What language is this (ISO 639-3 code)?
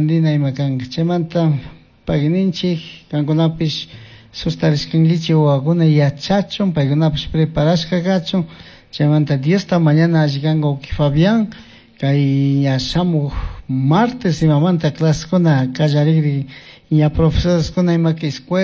qug